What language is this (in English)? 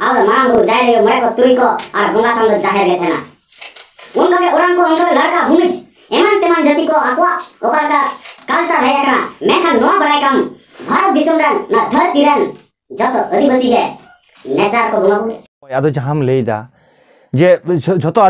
Santali